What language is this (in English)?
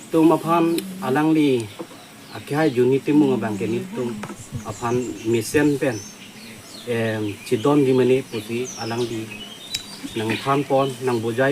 Karbi